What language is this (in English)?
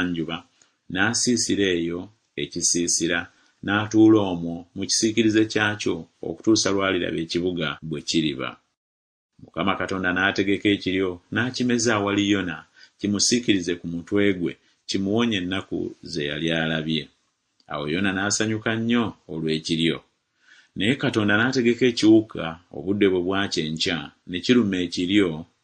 Ganda